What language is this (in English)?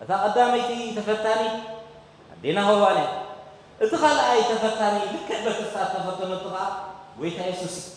Tigrinya